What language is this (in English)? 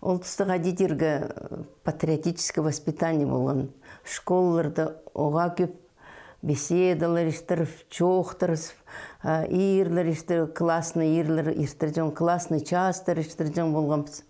Khakas